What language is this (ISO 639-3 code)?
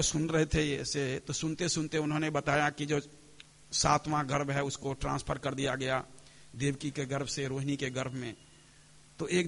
hin